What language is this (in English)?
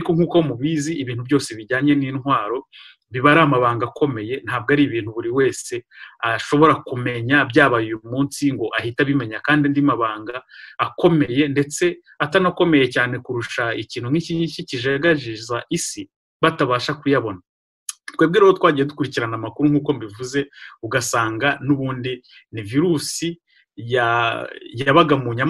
Kinyarwanda